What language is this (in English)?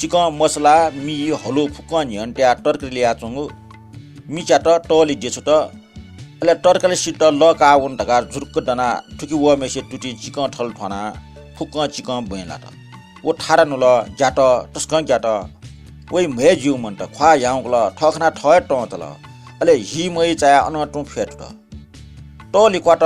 Newari